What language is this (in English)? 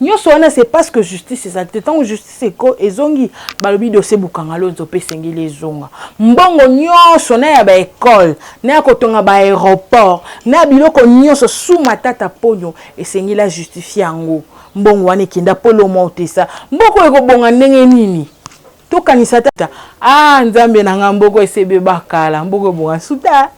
Lingala